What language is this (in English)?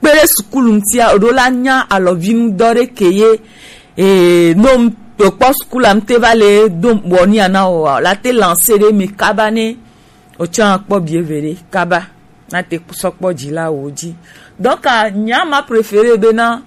Gen